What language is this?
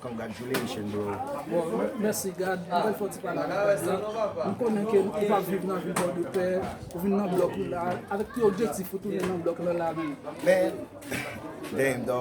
Haitian Creole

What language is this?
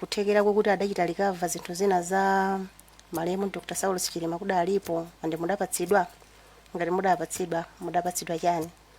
Nyanja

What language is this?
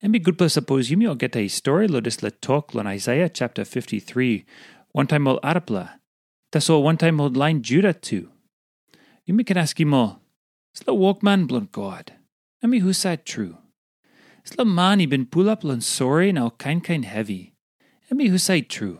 Tok Pisin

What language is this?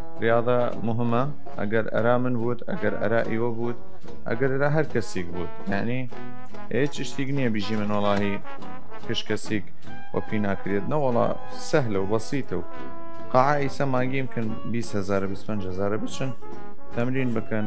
Southern Kurdish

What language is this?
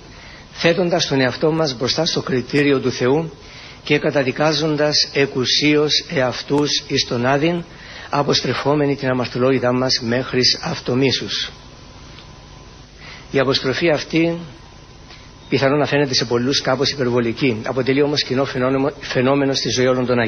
Greek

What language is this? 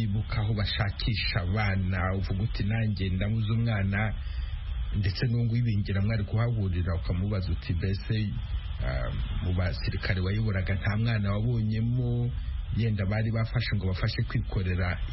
Kinyarwanda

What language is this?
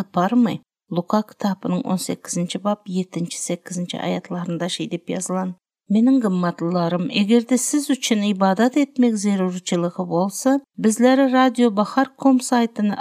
Turkmen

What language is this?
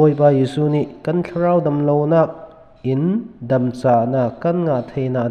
Falam Chin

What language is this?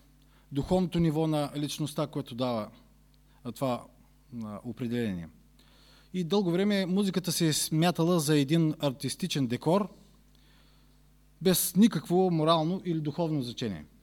Bulgarian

